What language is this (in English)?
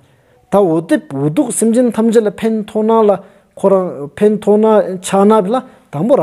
Stod Bhoti